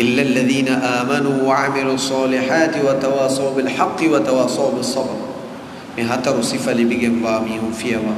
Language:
Divehi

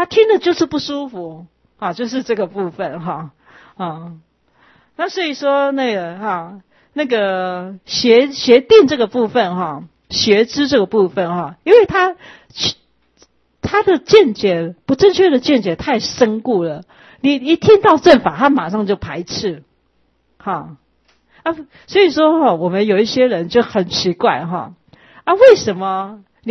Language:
Chinese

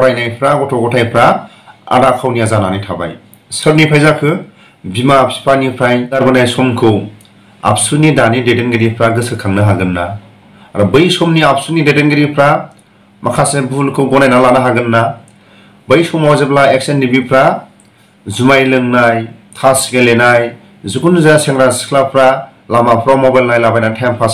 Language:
Bodo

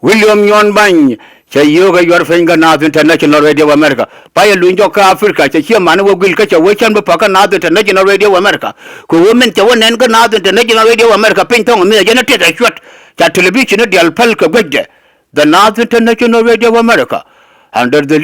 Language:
Nuer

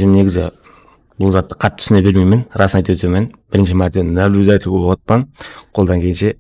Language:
Kara-Kalpak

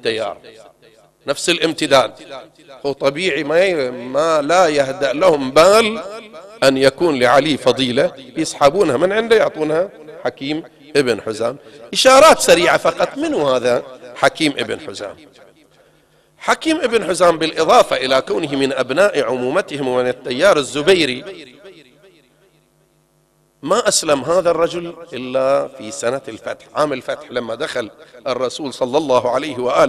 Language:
Arabic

